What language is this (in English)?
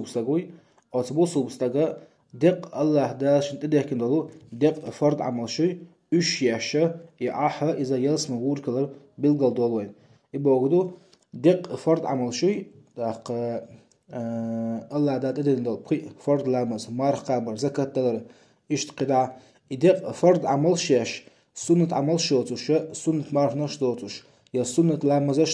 Chechen